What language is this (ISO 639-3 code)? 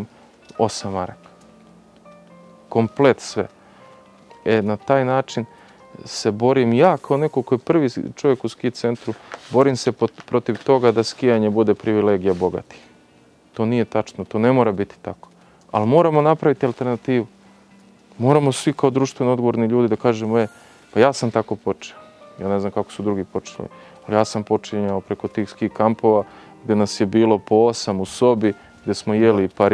srp